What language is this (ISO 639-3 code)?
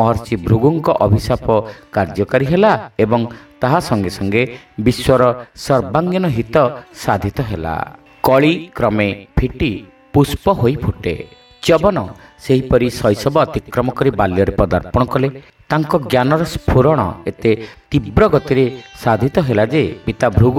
ori